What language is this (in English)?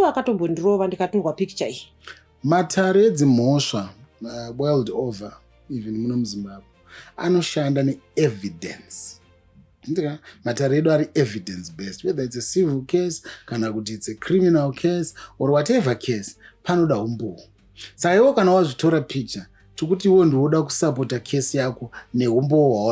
Shona